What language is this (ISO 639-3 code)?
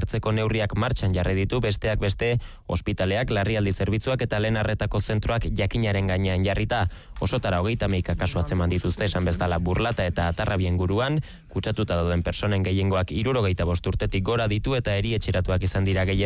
eus